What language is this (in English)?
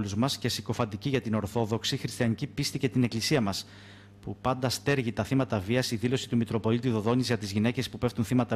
Greek